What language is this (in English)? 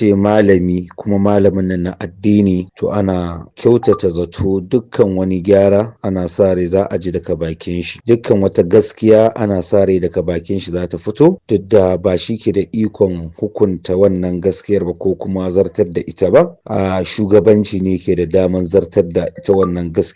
Hausa